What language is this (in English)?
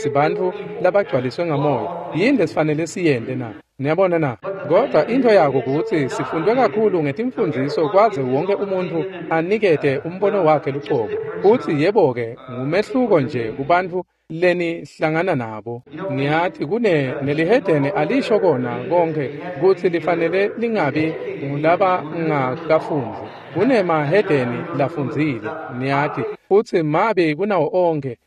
Swati